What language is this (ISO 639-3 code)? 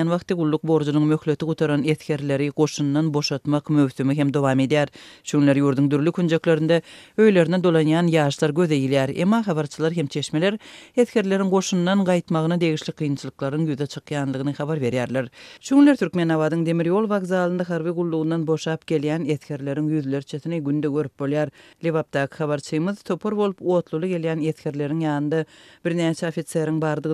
tuk